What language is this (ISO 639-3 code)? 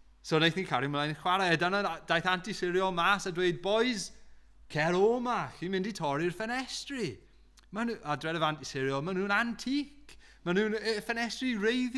cym